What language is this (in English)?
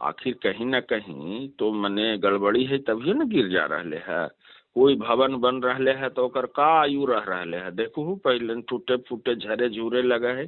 Magahi